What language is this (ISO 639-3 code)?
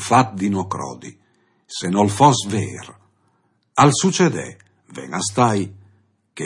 fur